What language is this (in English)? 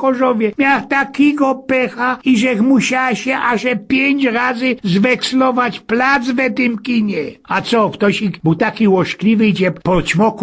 Silesian